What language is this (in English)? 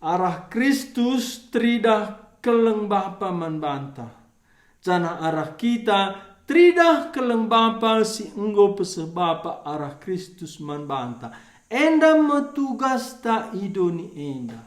Batak Karo